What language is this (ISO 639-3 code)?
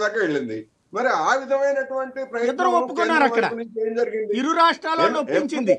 tel